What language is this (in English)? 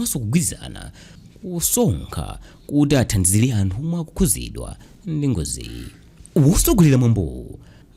Nyanja